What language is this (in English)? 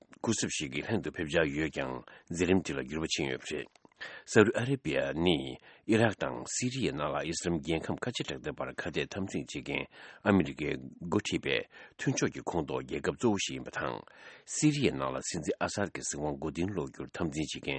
Tibetan